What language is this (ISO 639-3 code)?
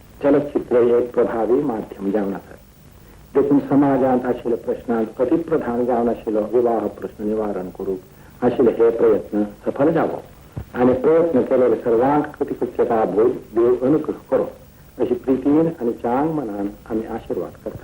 kok